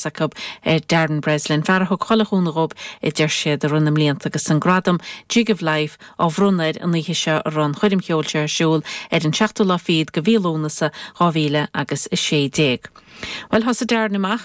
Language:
Irish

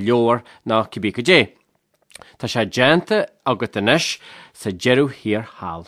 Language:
Irish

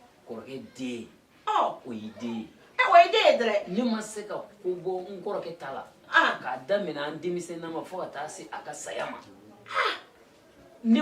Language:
Bambara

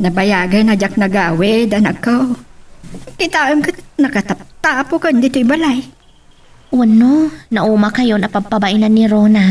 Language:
Iloko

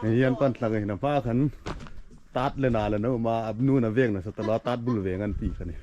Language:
Hmar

